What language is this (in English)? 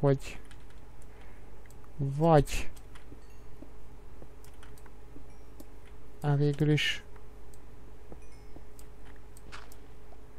Hungarian